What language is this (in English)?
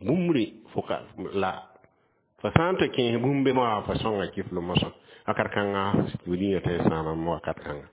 Mossi